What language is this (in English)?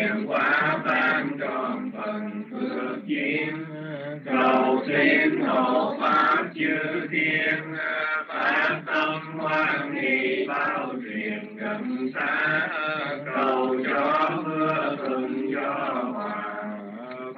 Vietnamese